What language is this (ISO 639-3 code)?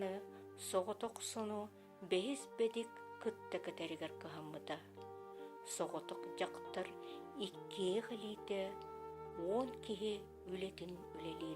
sah